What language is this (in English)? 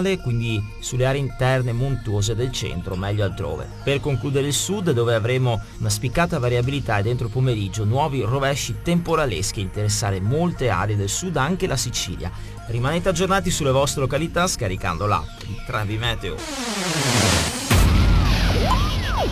Italian